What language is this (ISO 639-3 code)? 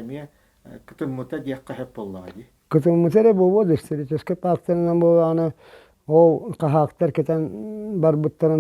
sah